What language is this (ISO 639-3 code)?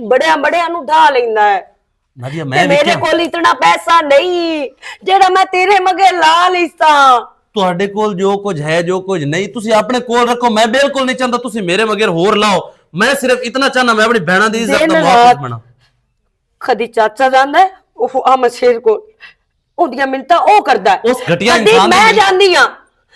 lah